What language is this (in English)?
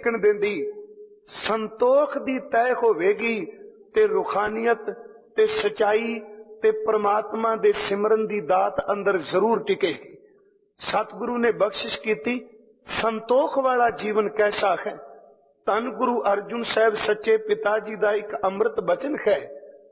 Punjabi